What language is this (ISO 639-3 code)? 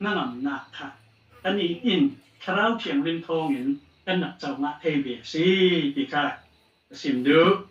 cfm